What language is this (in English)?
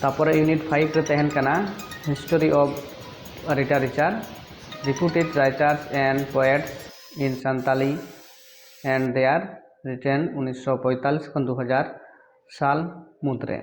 Santali